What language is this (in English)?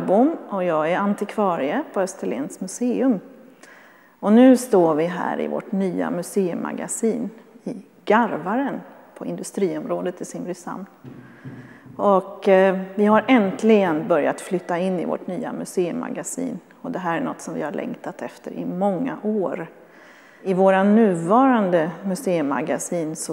Swedish